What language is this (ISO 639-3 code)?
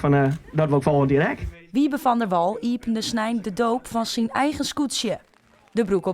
fry